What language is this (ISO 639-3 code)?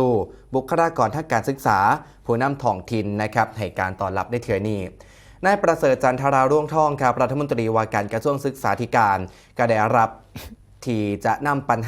tts